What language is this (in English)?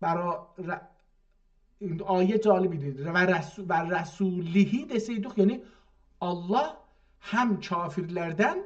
South Azerbaijani